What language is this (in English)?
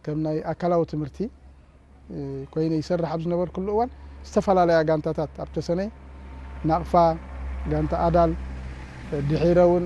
Tigrinya